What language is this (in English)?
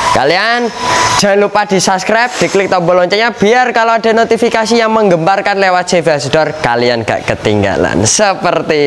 Indonesian